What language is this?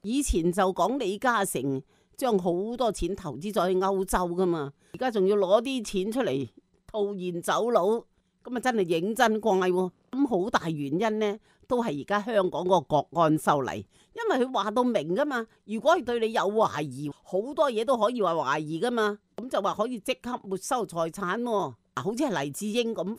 Cantonese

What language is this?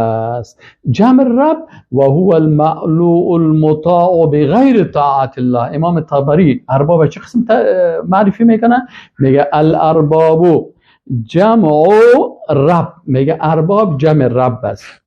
Persian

